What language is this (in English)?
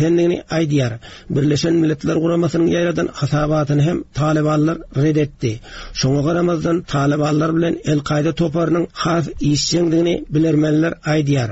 Turkmen